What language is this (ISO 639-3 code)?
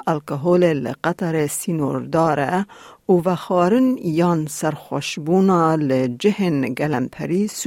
kur